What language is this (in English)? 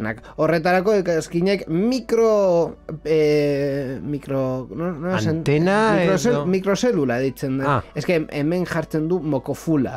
Basque